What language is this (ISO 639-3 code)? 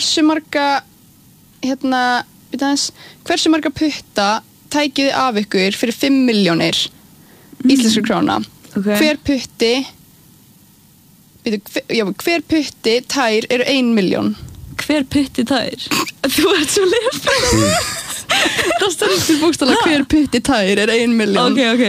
isl